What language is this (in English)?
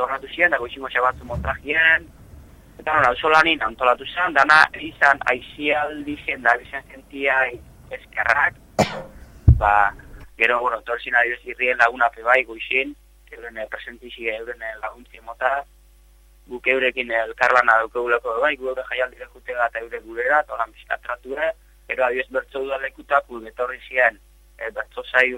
Basque